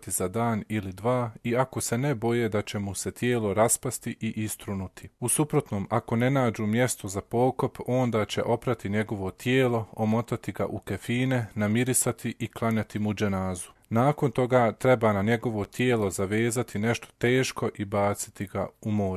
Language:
Bosnian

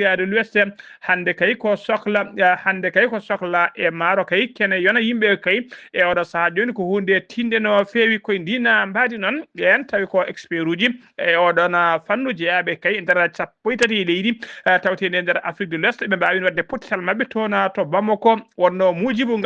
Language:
Fula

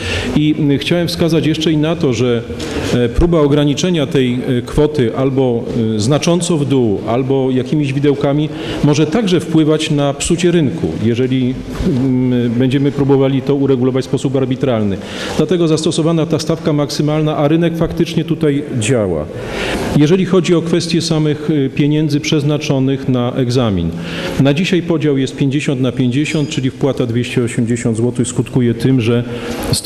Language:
Polish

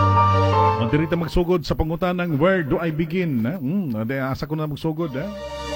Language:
Cebuano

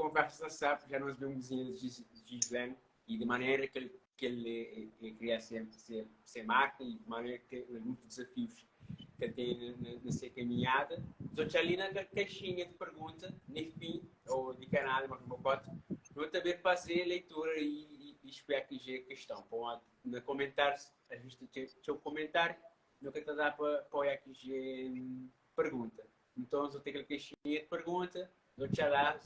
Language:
Kabuverdianu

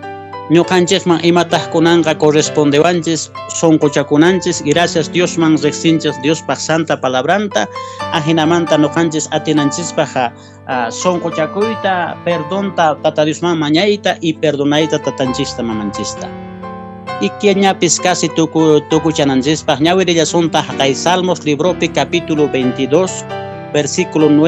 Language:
Quechua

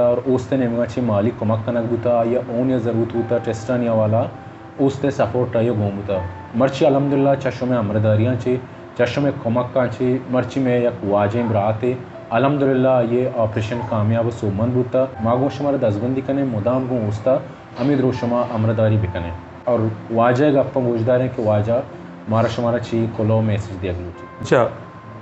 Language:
Baluchi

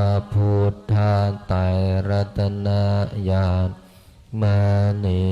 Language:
Pali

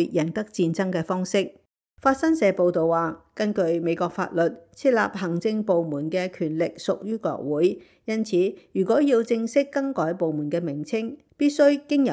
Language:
Cantonese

